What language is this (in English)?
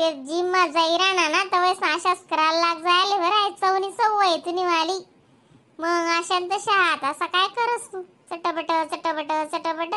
Khandesi